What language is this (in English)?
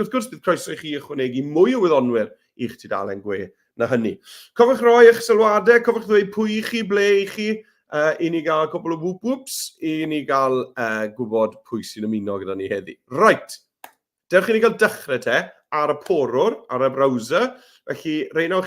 Welsh